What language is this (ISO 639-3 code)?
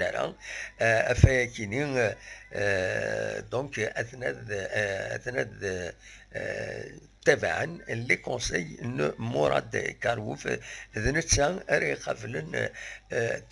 kab